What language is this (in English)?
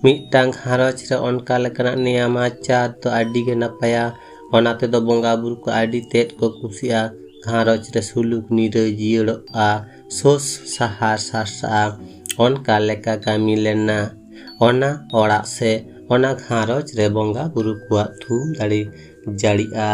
Santali